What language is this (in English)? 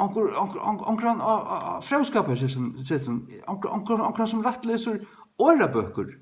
Faroese